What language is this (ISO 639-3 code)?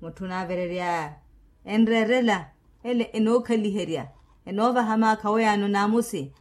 vmw